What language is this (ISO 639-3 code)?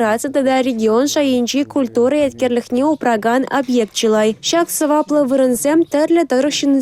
chv